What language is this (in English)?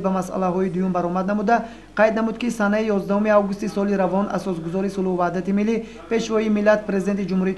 Tajik